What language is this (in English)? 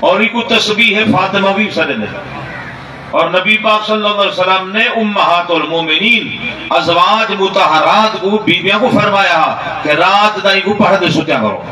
Saraiki